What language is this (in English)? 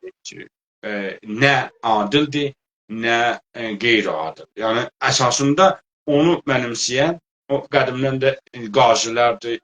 South Azerbaijani